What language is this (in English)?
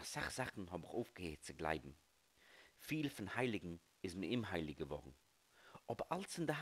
Yiddish